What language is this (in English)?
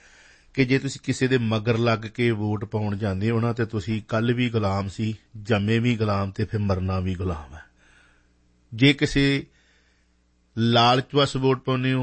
Punjabi